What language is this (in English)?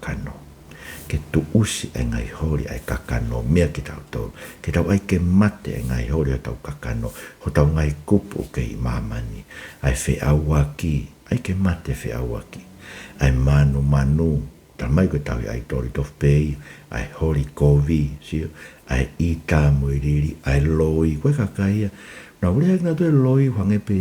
Tongan